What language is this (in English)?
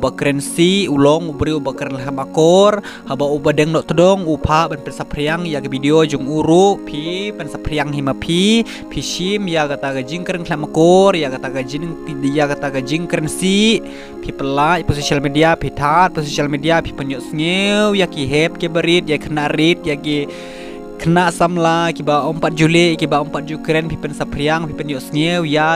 Khasi